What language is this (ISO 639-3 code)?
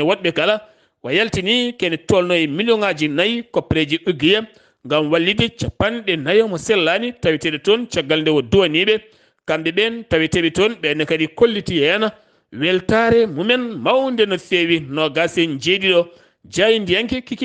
ful